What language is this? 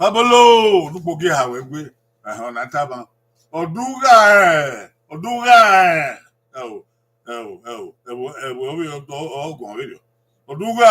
Bini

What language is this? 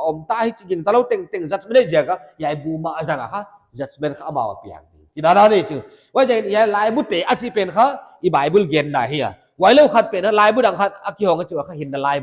Paite Chin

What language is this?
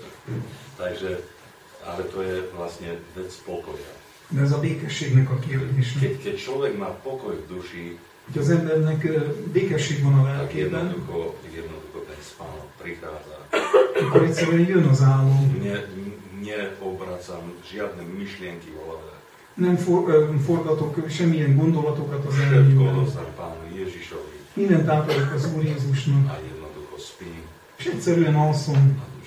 Slovak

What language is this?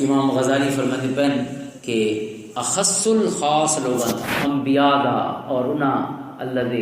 Western Panjabi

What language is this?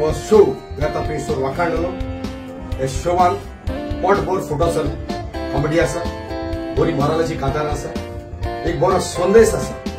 Konkani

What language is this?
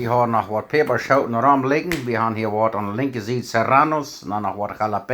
Plautdietsch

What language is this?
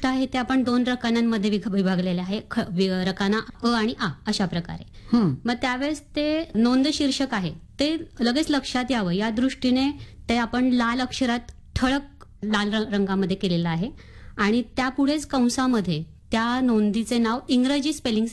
Marathi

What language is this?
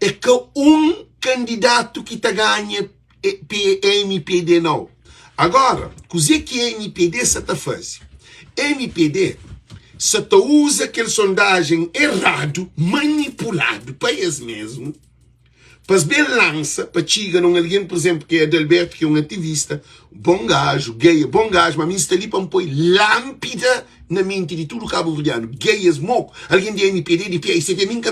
Kabuverdianu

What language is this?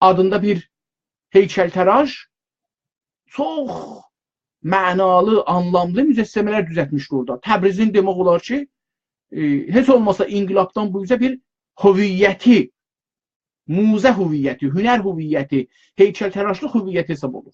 South Azerbaijani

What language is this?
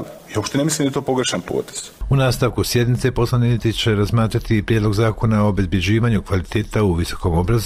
Croatian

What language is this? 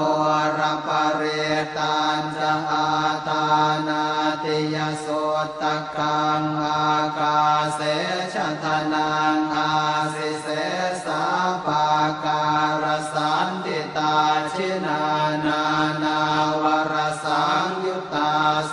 Pali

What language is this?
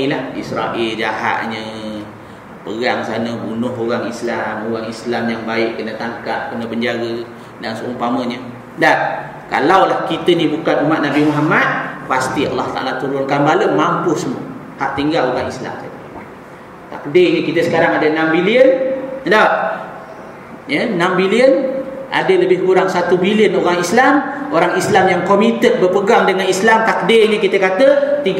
Malay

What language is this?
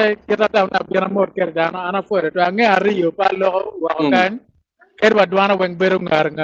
Acoli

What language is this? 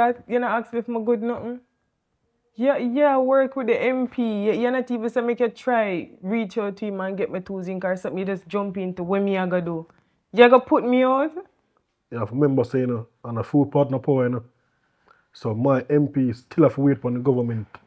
Jamaican Creole English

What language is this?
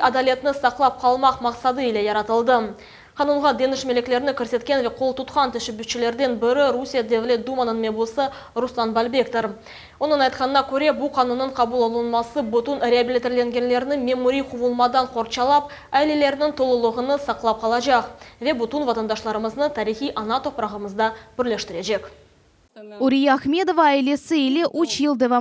Crimean Tatar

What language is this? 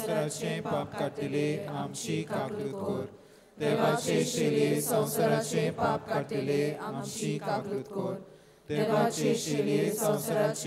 Konkani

